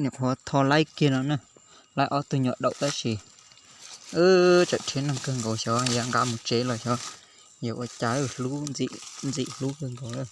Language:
Hmong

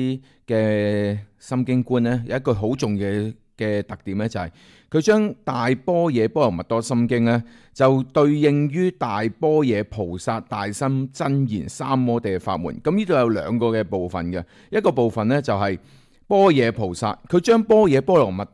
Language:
Cantonese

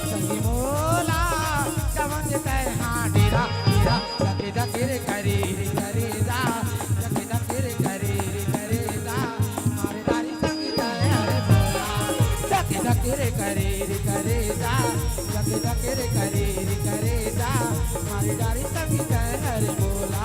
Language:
Chhattisgarhi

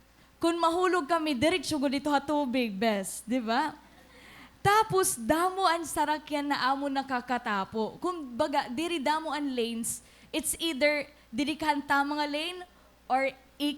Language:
Waray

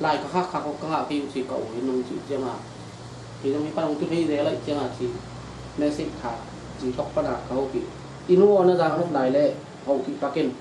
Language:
Tedim Chin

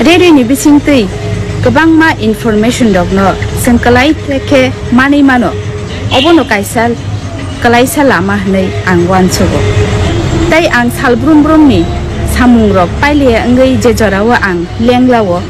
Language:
Kok Borok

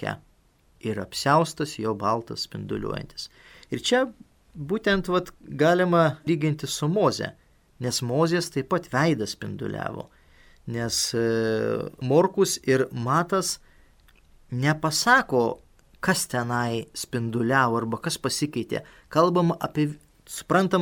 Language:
Lithuanian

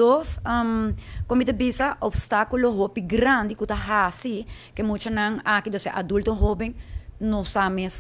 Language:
Papiamento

